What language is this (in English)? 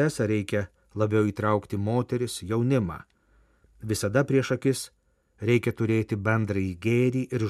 Lithuanian